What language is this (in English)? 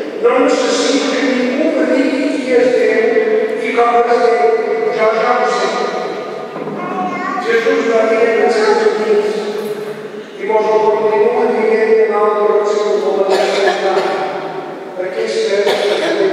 Catalan